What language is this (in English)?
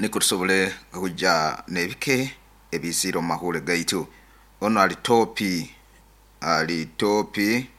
Nyoro